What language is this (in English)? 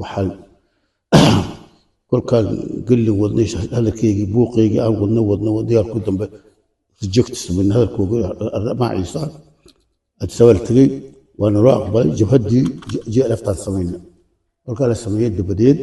Somali